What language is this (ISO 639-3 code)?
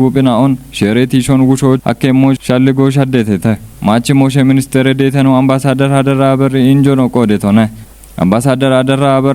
kbr